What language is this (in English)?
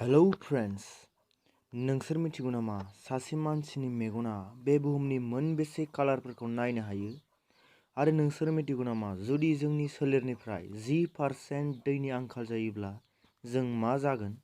Bodo